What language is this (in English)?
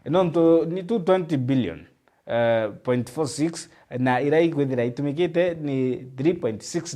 Meru